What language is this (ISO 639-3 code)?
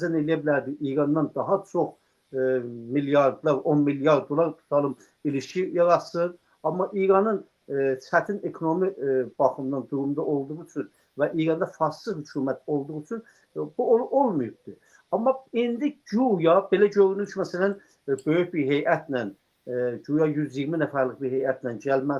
aze